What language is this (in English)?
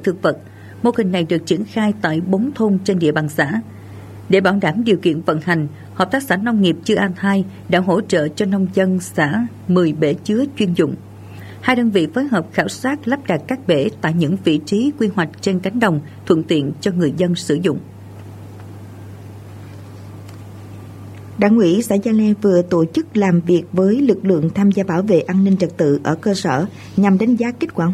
Vietnamese